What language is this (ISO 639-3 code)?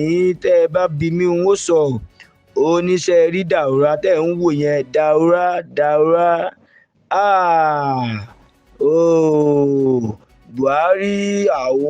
yor